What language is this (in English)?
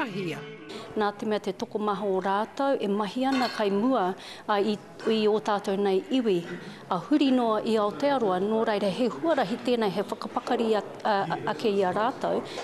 Māori